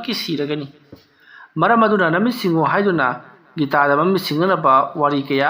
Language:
Manipuri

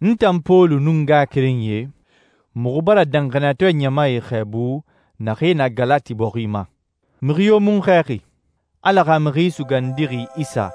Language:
Susu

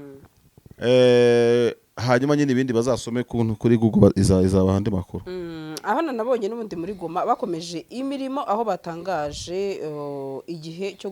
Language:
Kinyarwanda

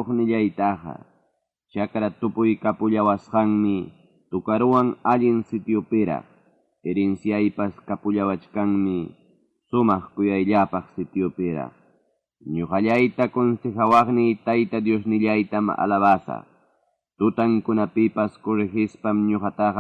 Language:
Ayacucho Quechua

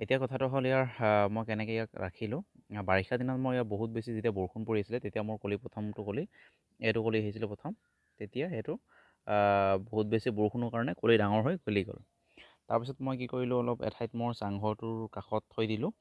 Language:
Assamese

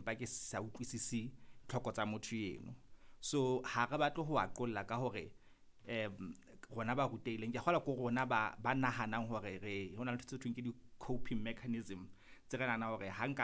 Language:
Southern Sotho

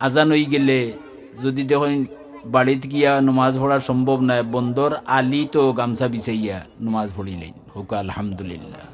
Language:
Sylheti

